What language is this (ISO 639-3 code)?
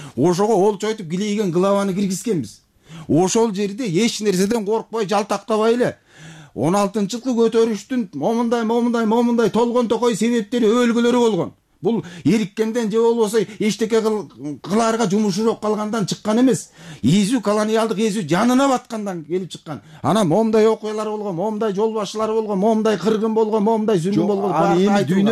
kir